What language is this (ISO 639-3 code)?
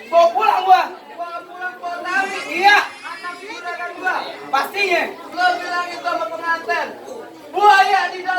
bew